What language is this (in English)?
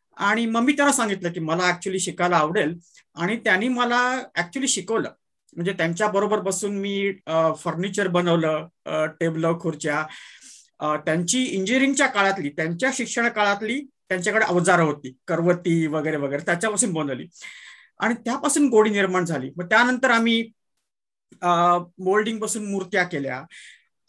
Marathi